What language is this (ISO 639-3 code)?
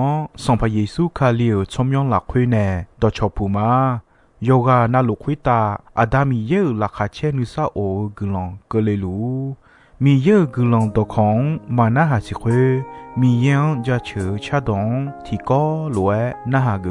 ahk